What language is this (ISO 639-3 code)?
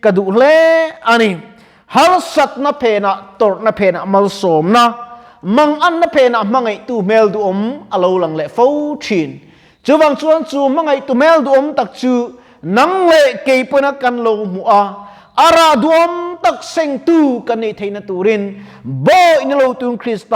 lus